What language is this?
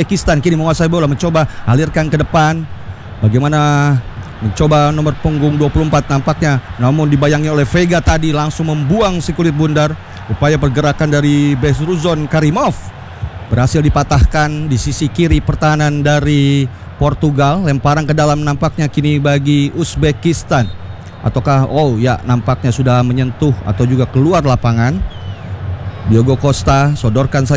Indonesian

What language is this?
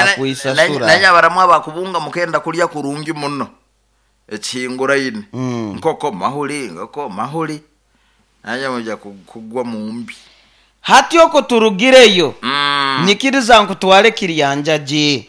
Nyankole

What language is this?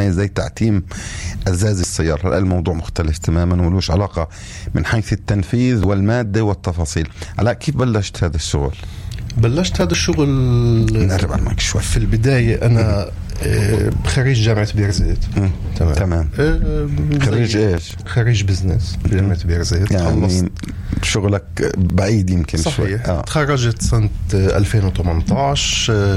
North Levantine Arabic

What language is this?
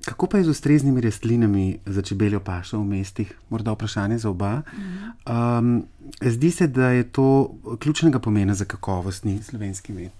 Slovenian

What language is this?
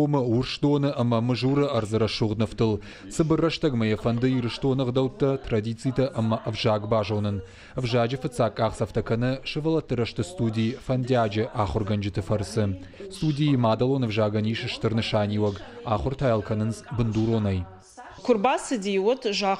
Ossetic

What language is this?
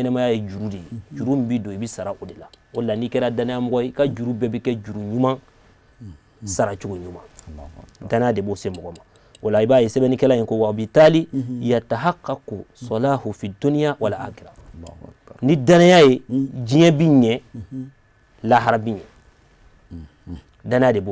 Bambara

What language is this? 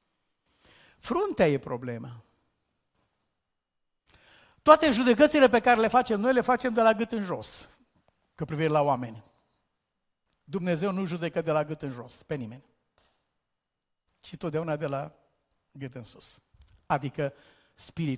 Romanian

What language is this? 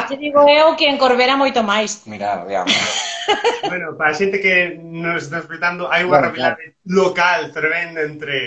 Galician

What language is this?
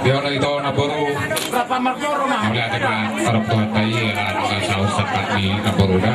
Batak Toba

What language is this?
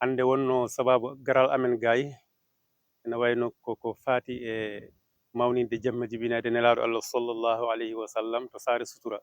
Fula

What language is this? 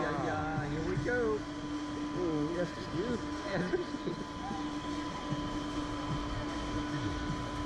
Danish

